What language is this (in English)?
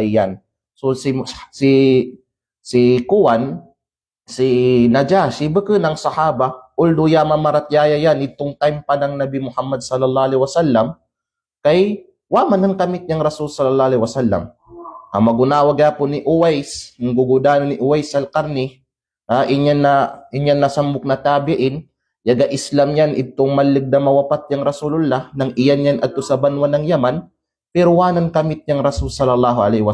Kalagan